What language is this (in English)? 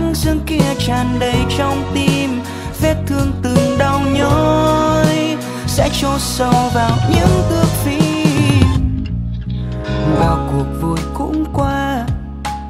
Vietnamese